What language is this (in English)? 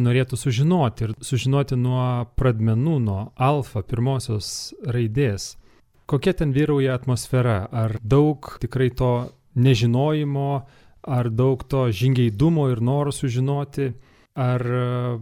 Lithuanian